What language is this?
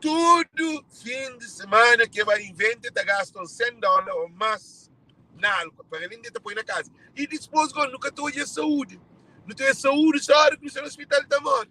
Kabuverdianu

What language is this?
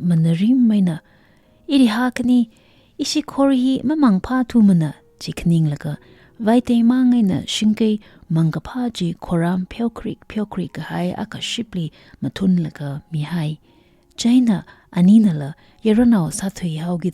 Tangkhul Naga (India)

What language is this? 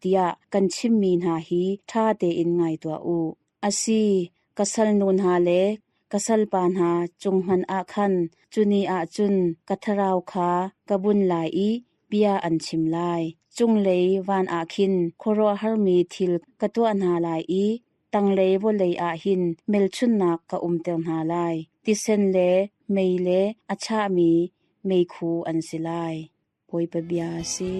Hakha Chin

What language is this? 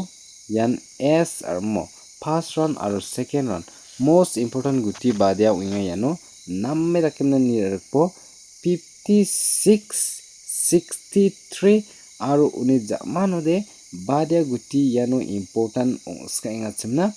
Garo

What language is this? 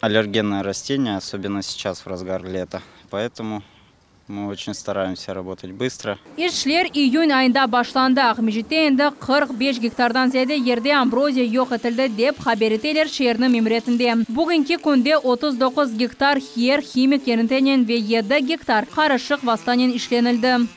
Crimean Tatar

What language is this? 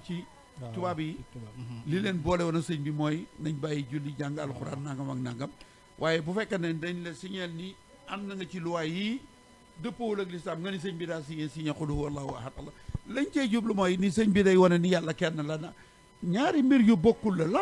Wolof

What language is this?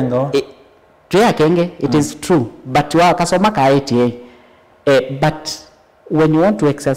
Kamba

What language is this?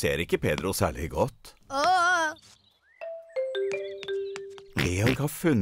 Norwegian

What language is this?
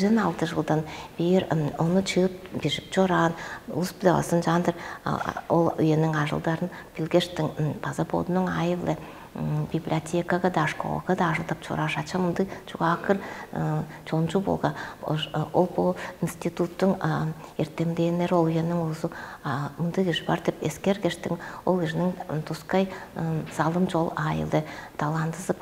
Tuvinian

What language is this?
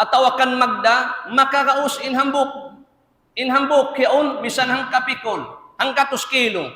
Tausug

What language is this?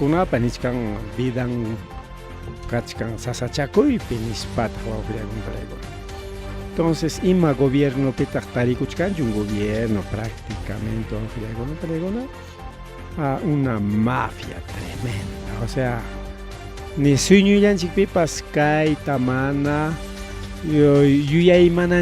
Ayacucho Quechua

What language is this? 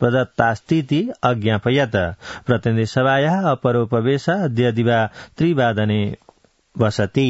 Sanskrit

